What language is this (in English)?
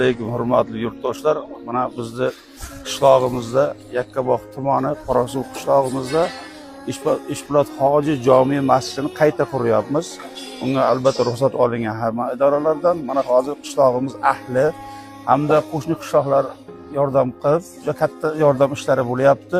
Uzbek